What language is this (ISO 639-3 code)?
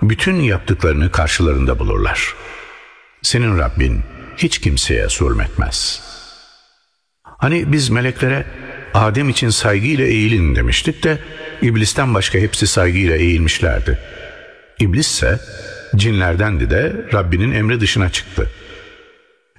tur